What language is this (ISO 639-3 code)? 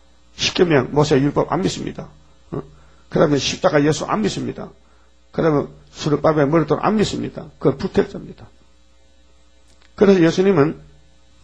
kor